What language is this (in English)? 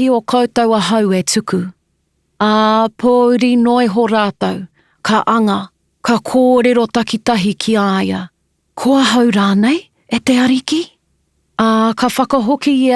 Māori